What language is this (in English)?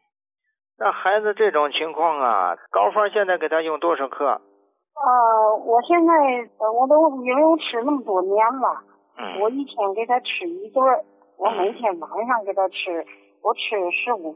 Chinese